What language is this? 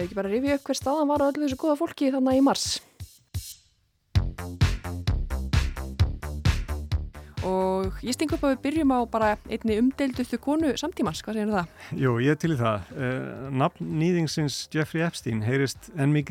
Icelandic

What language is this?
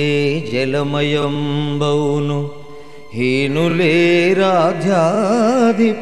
Telugu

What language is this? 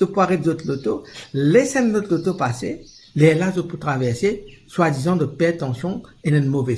Morisyen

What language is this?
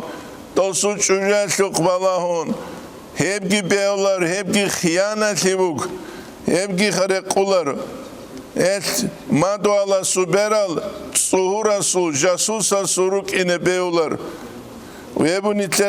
Avaric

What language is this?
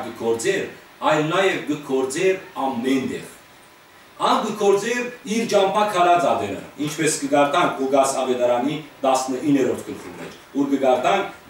Western Armenian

